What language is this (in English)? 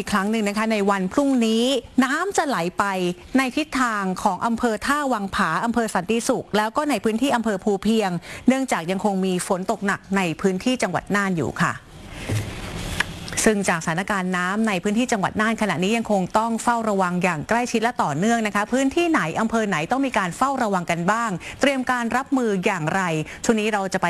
Thai